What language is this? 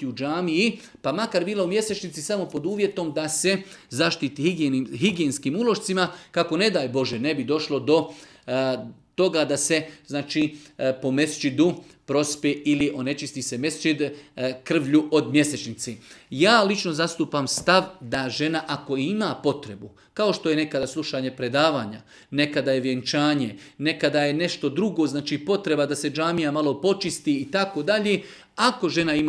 Bosnian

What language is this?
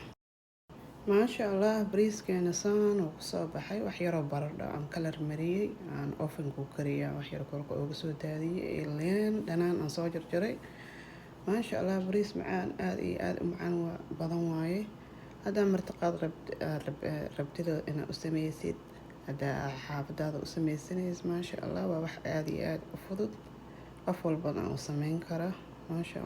Somali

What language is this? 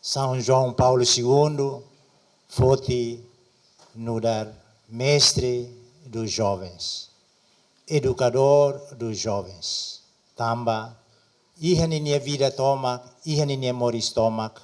Tetum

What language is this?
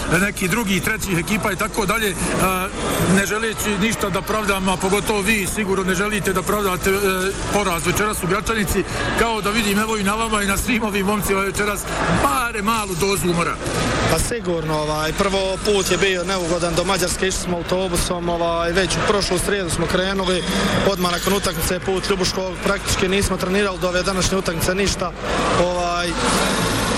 Bosnian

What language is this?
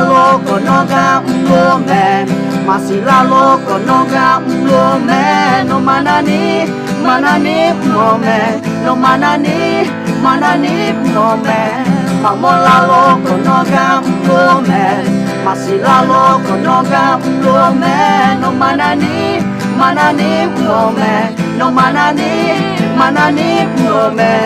Akha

